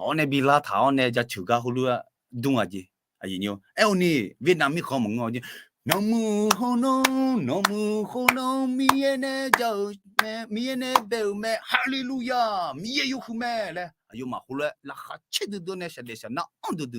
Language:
Akha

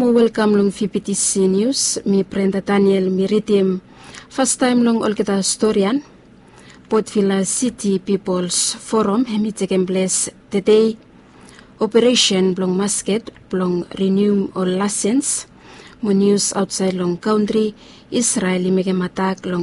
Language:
Bislama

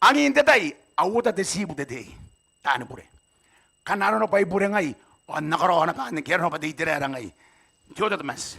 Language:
Gilbertese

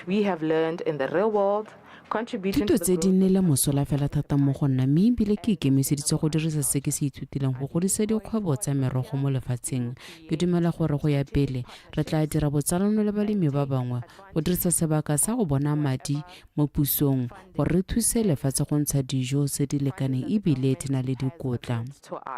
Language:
Tswana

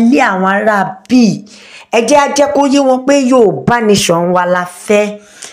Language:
Yoruba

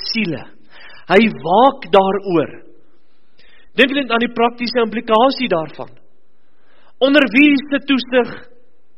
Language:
Afrikaans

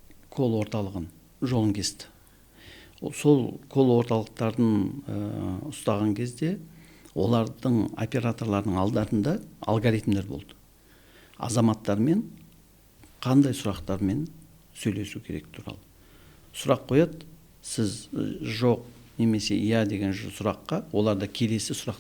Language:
Kazakh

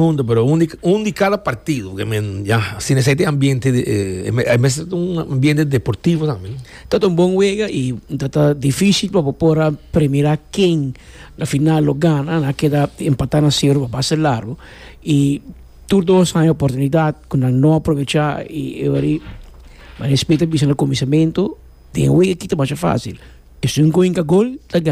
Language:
Papiamento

